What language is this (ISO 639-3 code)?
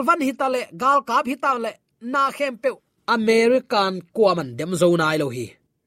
ctd